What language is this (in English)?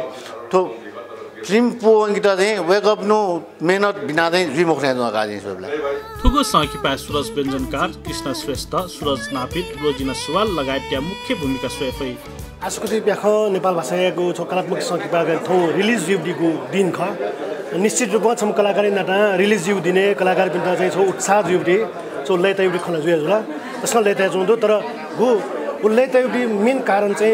Newari